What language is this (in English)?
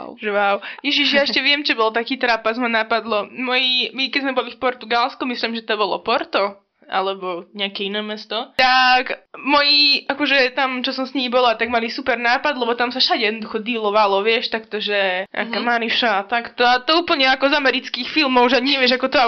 Slovak